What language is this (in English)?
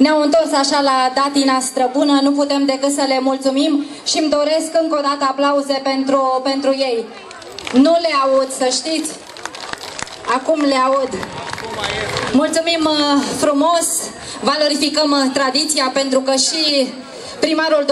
Romanian